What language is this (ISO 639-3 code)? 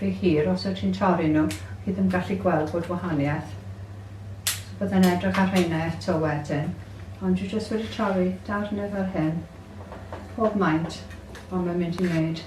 cym